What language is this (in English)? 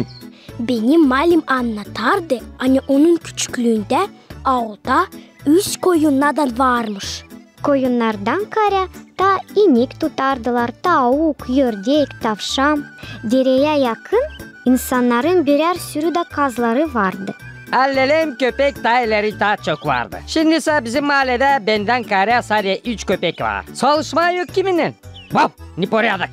Gagauz